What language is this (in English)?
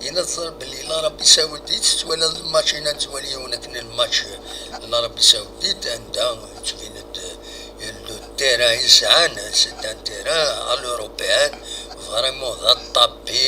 Kabyle